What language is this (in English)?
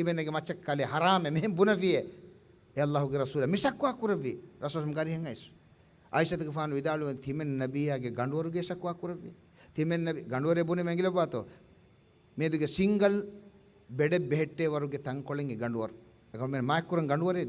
Divehi